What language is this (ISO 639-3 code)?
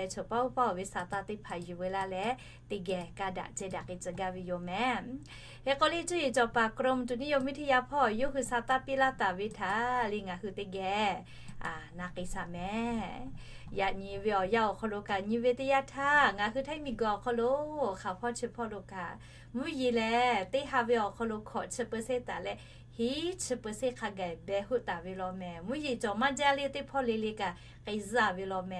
lhu